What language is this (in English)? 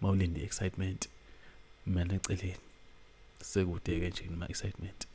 Zulu